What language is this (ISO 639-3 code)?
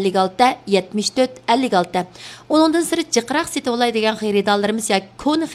uig